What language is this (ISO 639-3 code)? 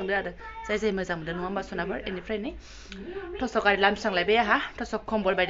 brx